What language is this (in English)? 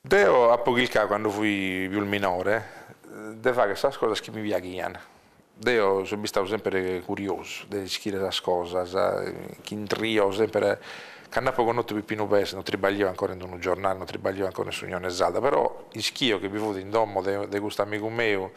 Sardinian